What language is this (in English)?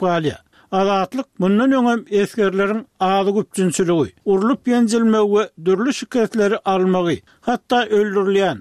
Turkmen